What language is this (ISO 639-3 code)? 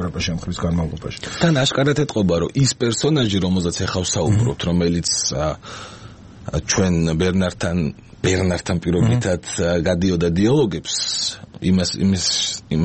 kat